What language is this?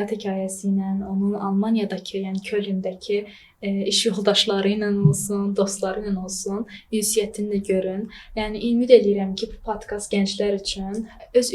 Azerbaijani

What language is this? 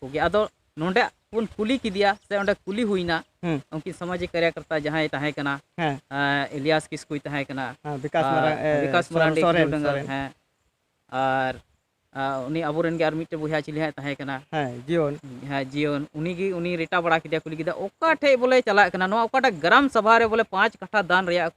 Santali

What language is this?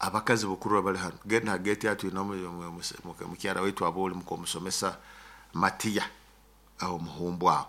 Nyoro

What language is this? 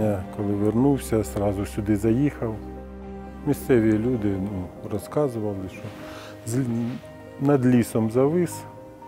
Ukrainian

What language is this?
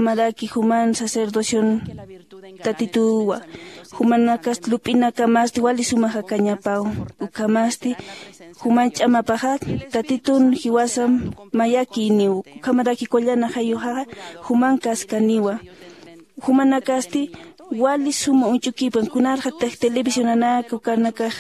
Aymara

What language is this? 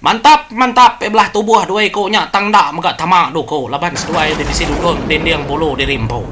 Iban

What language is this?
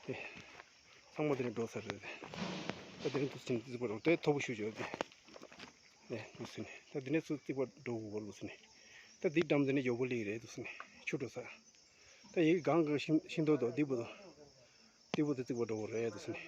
Tibetan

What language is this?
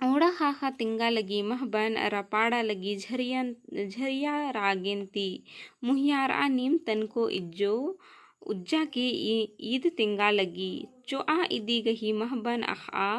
Kurukh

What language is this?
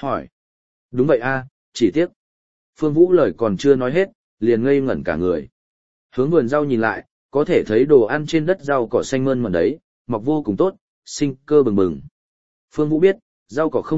Vietnamese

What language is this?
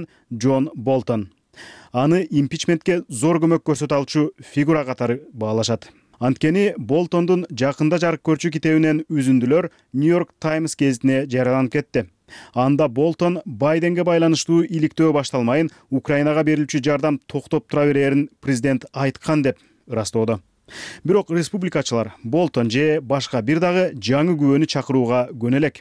Kyrgyz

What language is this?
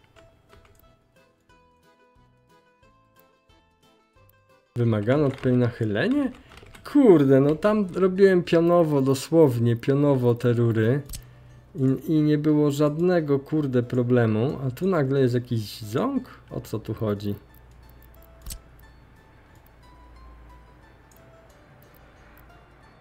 Polish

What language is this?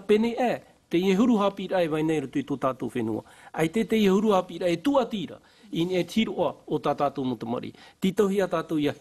Tahitian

